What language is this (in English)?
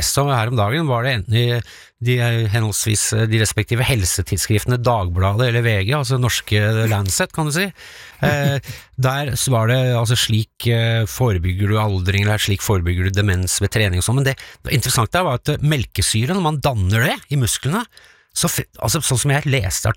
Norwegian